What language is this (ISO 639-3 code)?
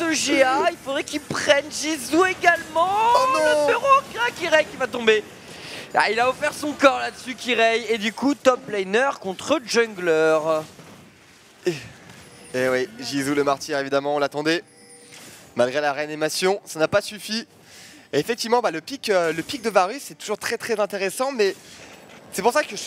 fra